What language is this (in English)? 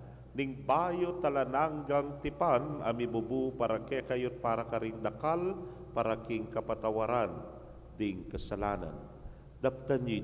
Pampanga